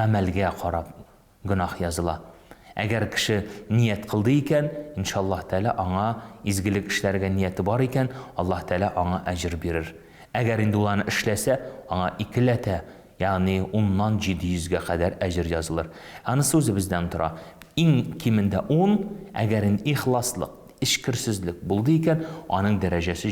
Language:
Tatar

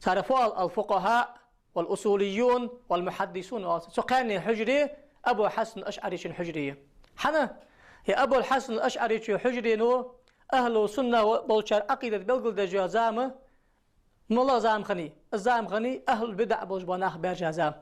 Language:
Ingush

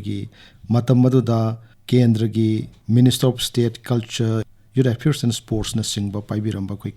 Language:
Manipuri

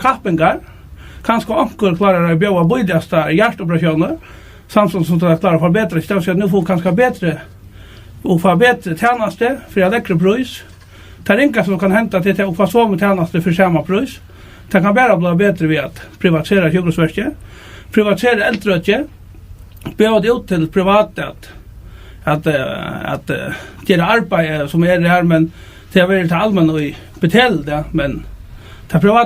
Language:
Faroese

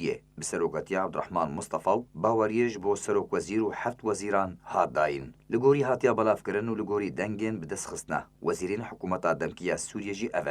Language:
Kurdish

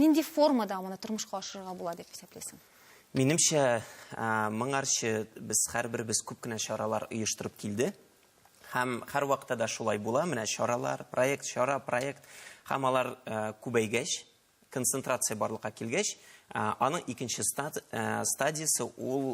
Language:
Tatar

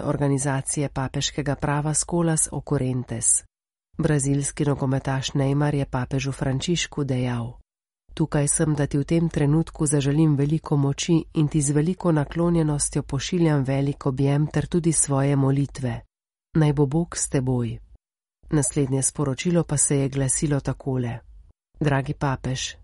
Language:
Slovenian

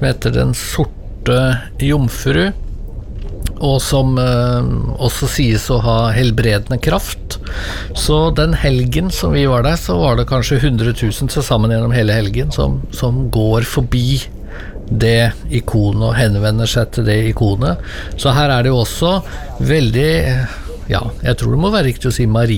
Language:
Norwegian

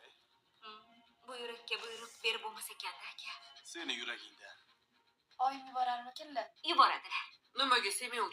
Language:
Uzbek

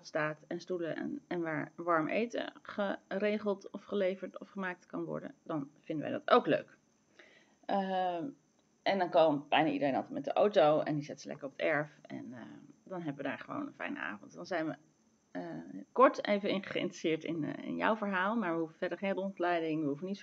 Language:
Dutch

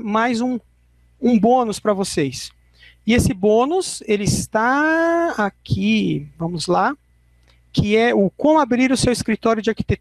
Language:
Portuguese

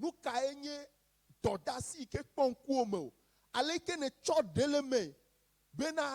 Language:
Ewe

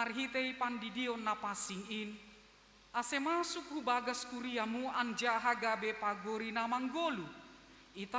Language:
Batak Simalungun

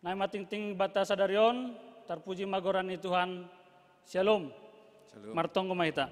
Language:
Batak Simalungun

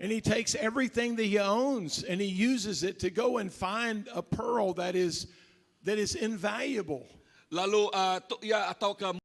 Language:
Iban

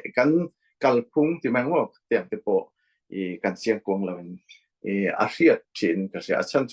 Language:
Falam Chin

